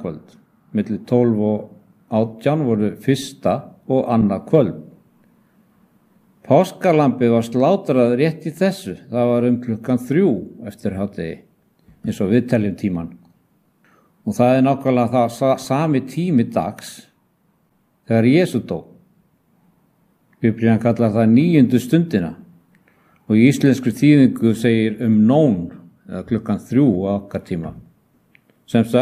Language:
Icelandic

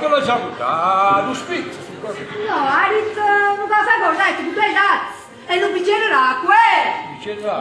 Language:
Neapolitan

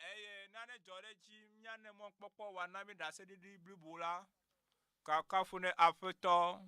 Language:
Ewe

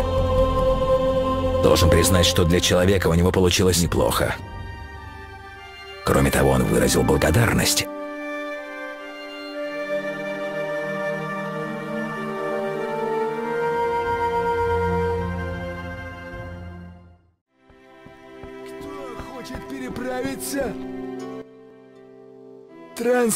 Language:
Russian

